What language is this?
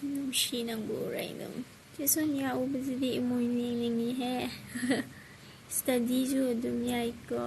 Manipuri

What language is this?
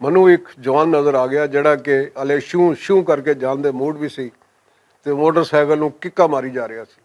Western Panjabi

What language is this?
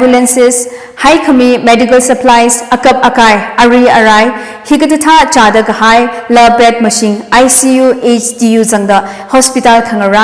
Tangkhul Naga (India)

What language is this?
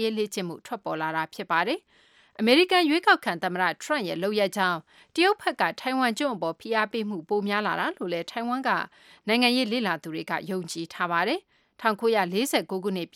Burmese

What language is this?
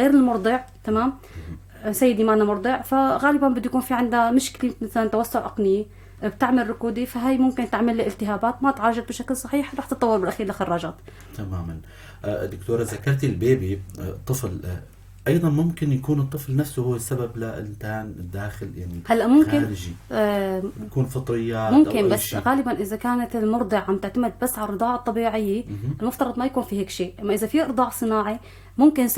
North Levantine Arabic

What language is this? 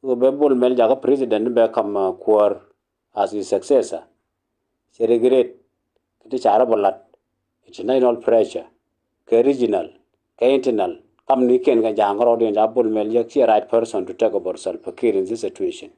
Nuer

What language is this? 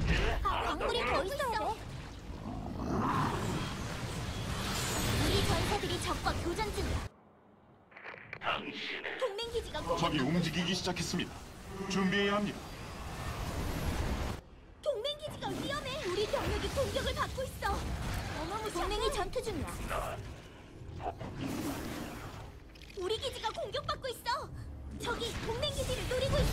Korean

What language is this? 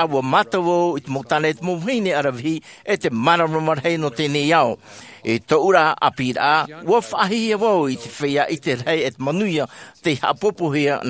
Tahitian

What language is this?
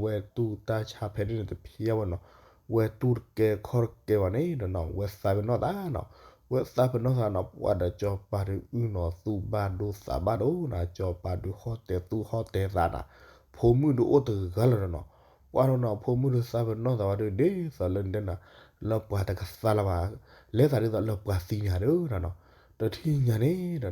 S'gaw Karen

